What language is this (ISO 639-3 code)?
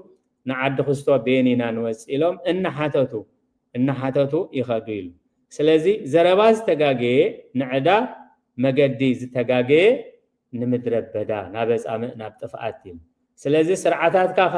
tir